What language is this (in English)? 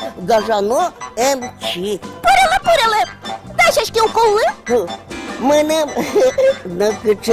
Udmurt